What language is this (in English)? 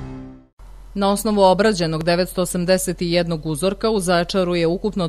Serbian